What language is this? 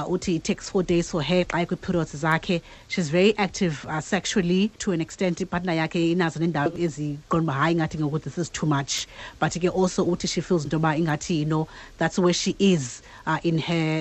Xhosa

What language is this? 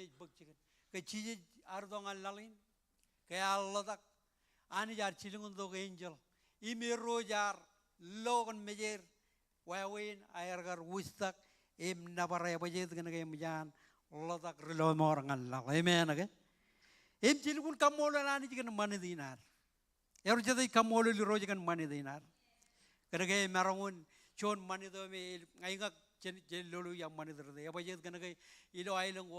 Marshallese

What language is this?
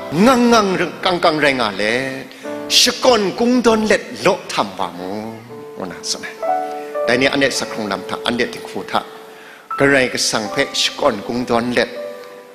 Kachin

